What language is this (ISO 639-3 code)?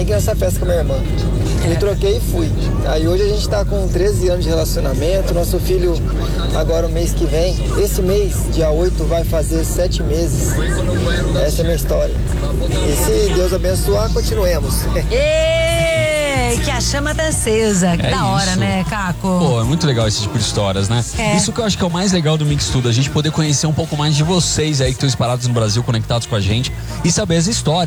por